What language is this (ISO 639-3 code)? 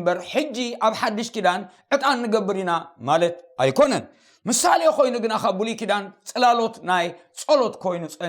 tir